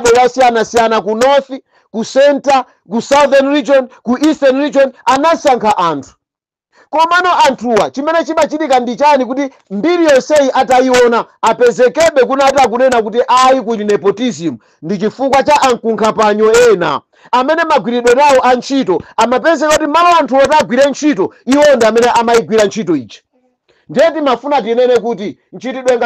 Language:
Nyanja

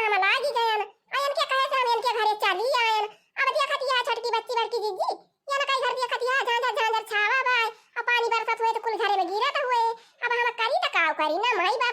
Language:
Awadhi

